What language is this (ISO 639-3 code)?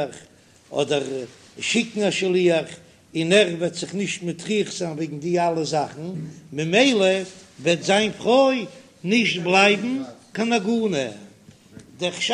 yid